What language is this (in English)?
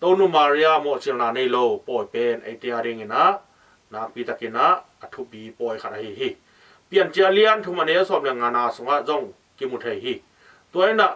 Tedim Chin